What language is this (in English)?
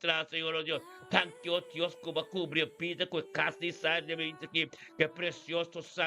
Papiamento